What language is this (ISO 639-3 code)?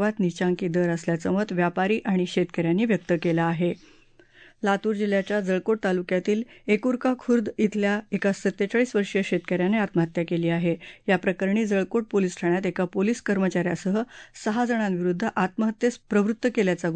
mar